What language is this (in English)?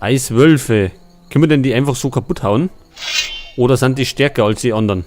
Bavarian